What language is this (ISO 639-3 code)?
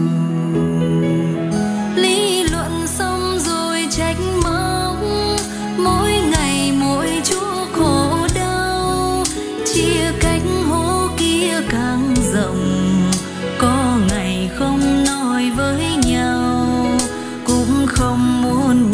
vie